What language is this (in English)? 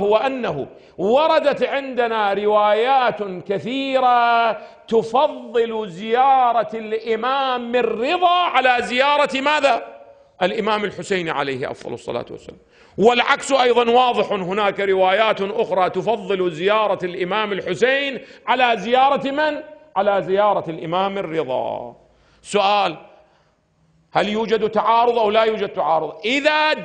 Arabic